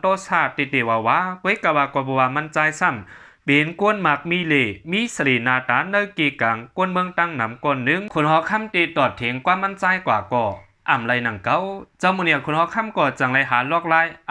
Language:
Shan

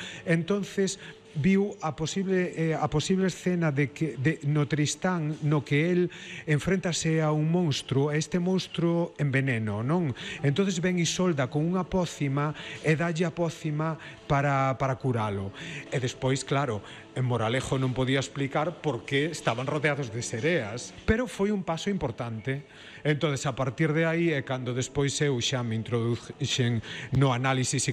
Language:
Galician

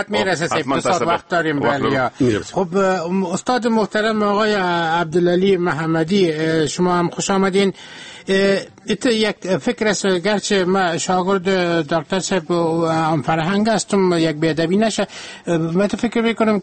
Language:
Persian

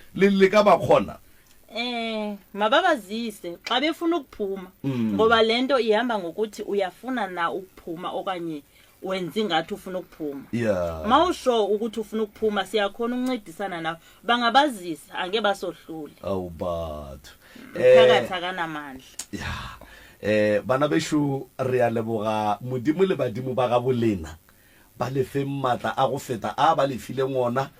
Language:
Northern Sotho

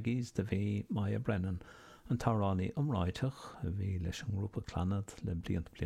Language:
Irish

